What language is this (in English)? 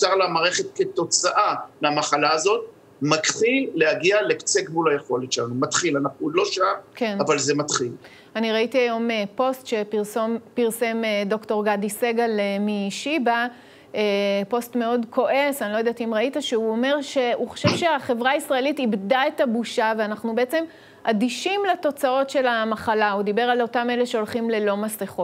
Hebrew